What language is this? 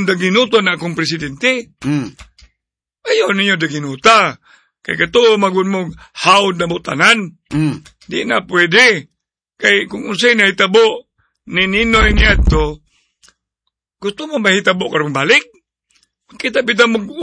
Cebuano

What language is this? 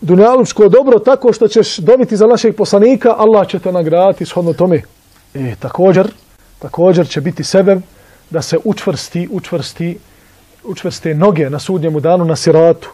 Bosnian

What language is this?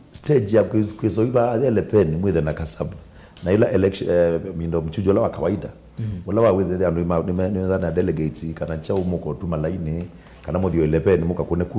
Kamba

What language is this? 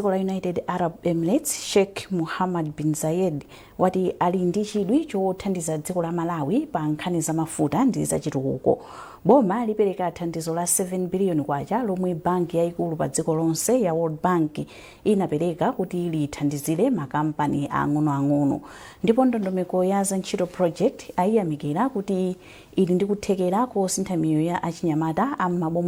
Nyanja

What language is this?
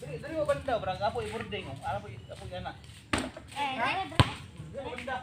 Cebuano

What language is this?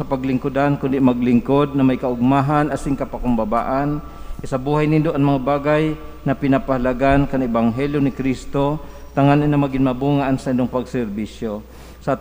Bikol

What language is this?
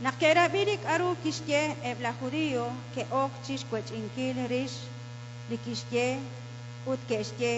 Kekchí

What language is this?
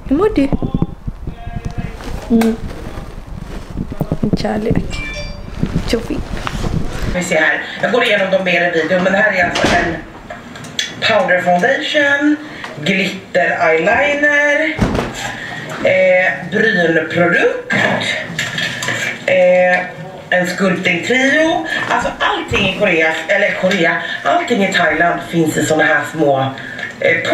Swedish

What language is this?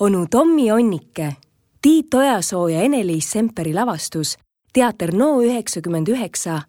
Estonian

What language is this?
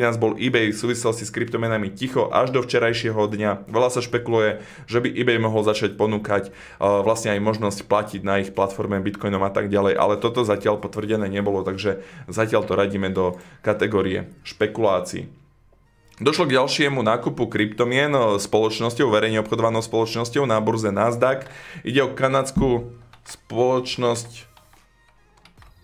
Slovak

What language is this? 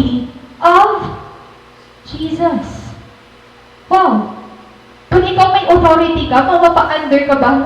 Waray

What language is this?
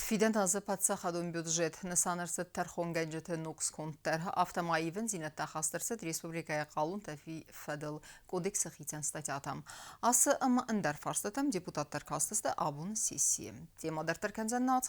Ossetic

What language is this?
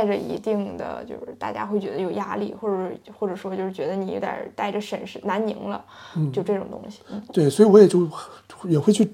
Chinese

